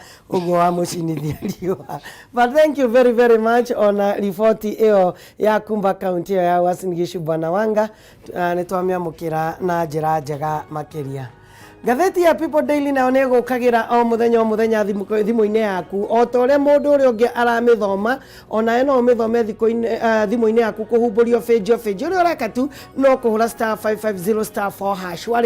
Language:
Kikuyu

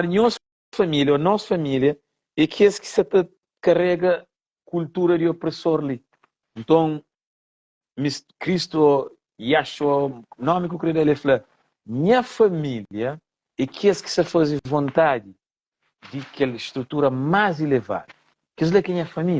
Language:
Kabuverdianu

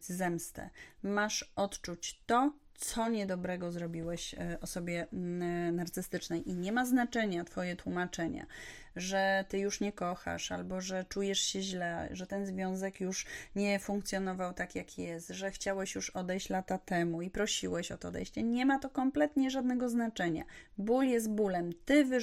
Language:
Polish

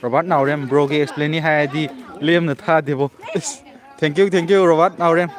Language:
Manipuri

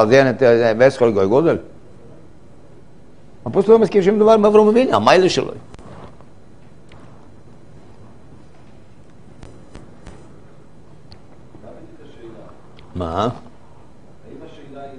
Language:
Hebrew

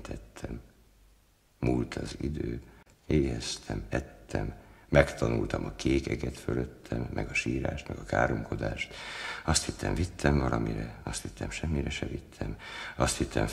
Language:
Hungarian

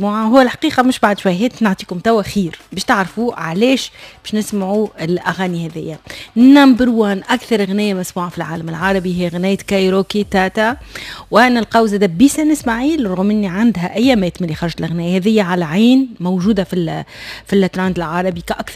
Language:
Tunisian Arabic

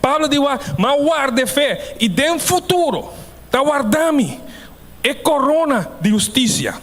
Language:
Papiamento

